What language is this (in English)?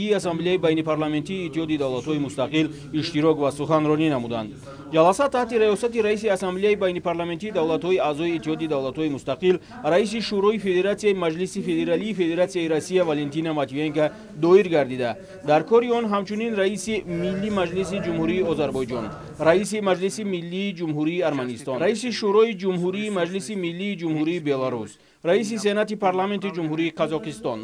Tajik